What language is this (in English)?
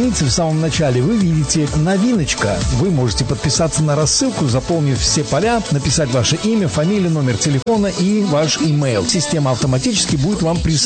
Russian